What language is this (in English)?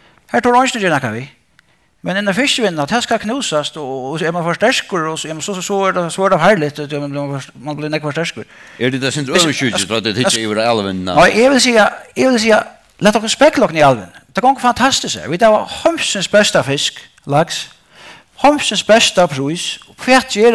Faroese